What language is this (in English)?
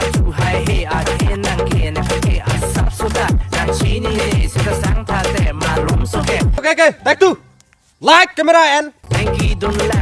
Karbi